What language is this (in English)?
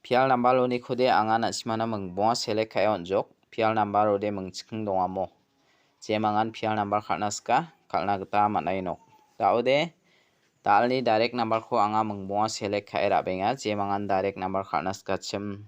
Garo